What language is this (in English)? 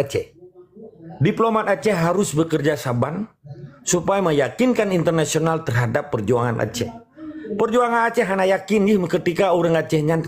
Achinese